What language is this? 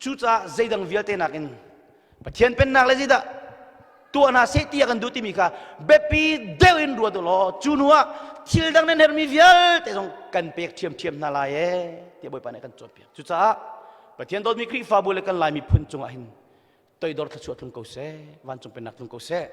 Hakha Chin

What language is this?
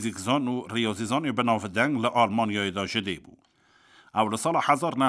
Kurdish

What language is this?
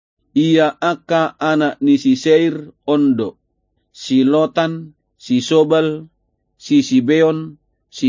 Batak Toba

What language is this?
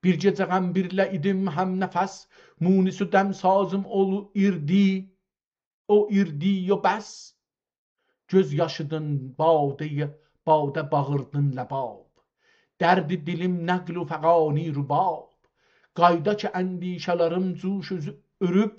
South Azerbaijani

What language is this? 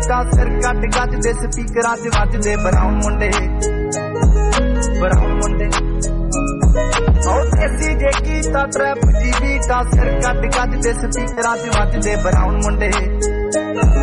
Punjabi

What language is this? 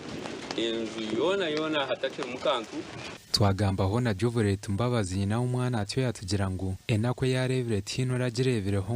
Nyankole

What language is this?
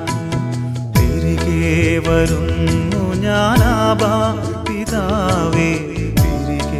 Malayalam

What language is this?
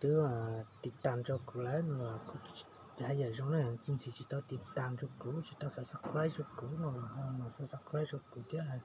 Hmong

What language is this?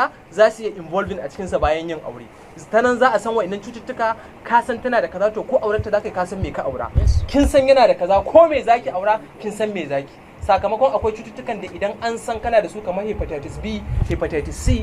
Hausa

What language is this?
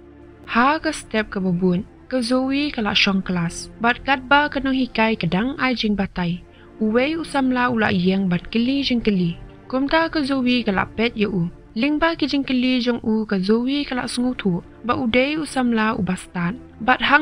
Khasi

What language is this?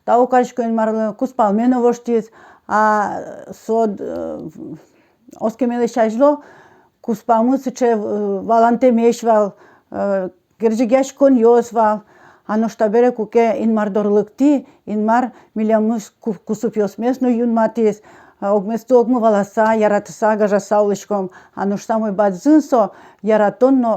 Udmurt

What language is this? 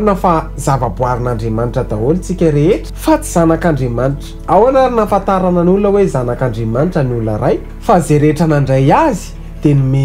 Malagasy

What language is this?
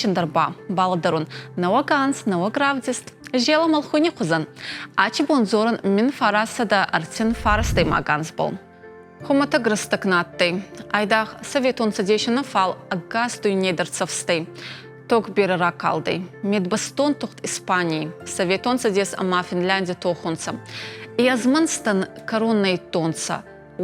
Ossetic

